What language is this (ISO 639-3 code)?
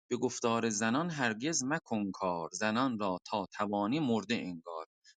azb